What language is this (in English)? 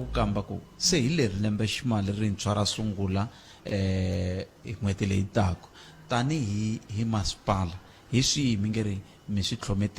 Tsonga